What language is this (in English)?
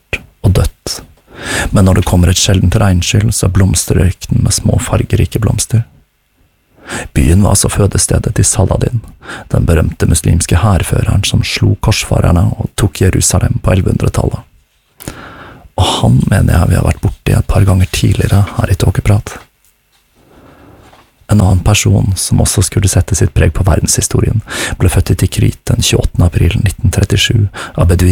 Norwegian